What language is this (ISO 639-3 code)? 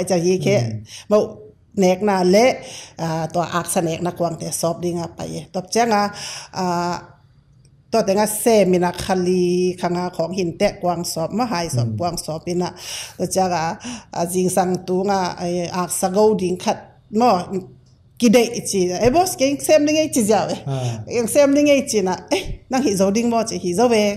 ctd